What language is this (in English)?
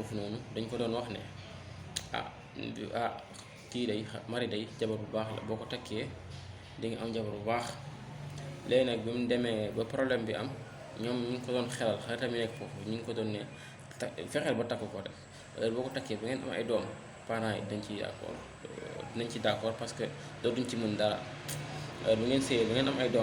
Wolof